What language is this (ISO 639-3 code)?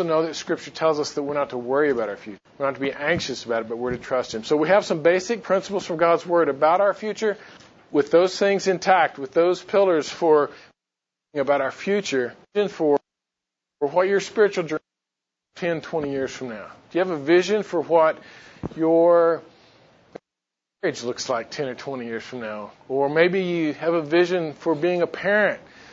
eng